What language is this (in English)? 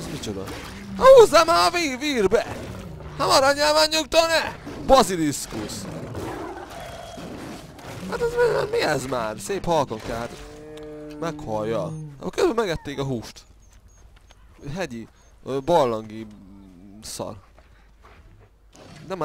Hungarian